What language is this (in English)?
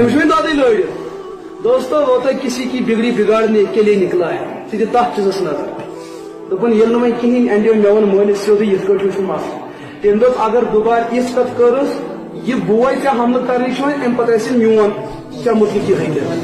Kashmiri